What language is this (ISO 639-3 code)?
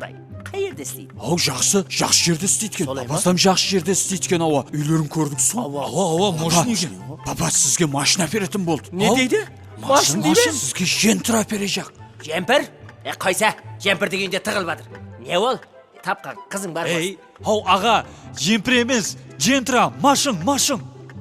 kaa